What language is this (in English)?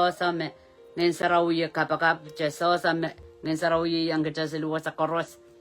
Pohnpeian